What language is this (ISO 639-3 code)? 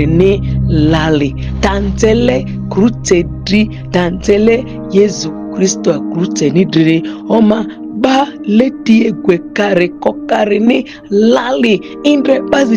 mhi